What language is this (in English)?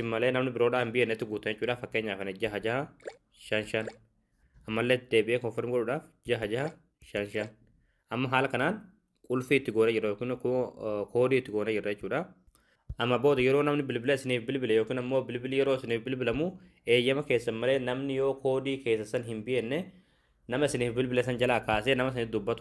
Oromo